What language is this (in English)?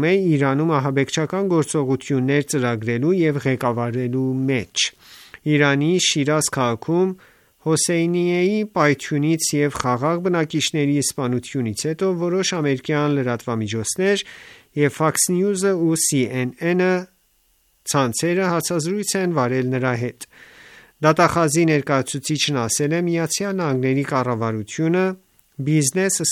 Armenian